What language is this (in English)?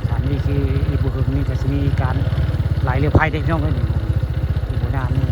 Northeastern Thai